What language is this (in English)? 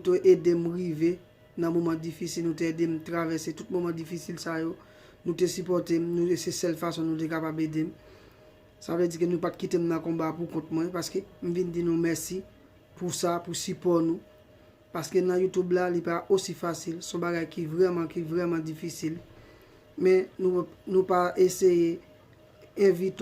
Haitian Creole